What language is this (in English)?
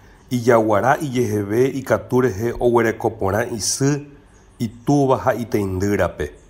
Guarani